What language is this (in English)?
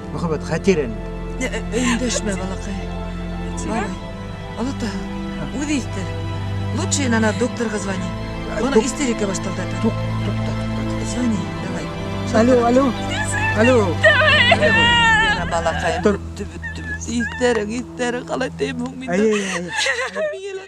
Bashkir